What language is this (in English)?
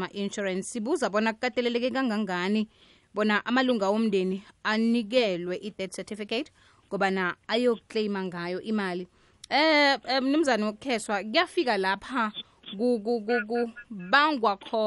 South Ndebele